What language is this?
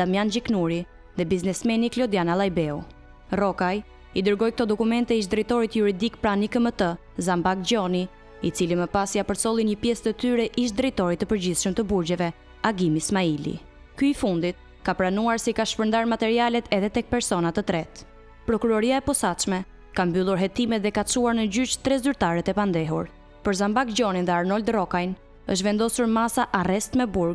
Albanian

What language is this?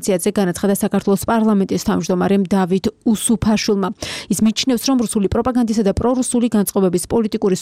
Georgian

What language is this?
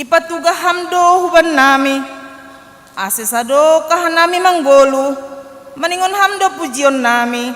Batak Simalungun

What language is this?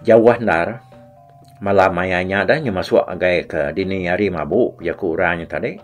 Iban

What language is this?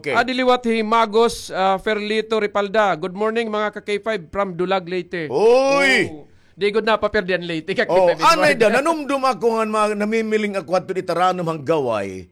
Waray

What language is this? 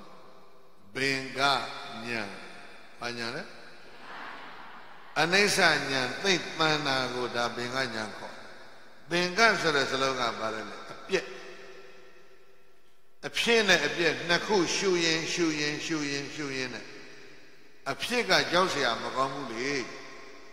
Burmese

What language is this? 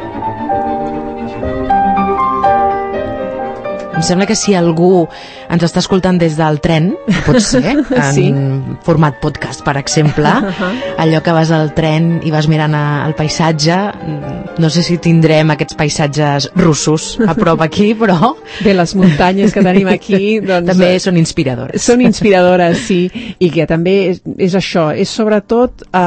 Catalan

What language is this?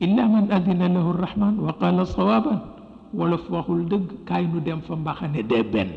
Wolof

